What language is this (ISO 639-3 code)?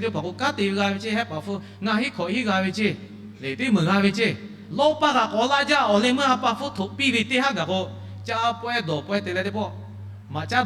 lhu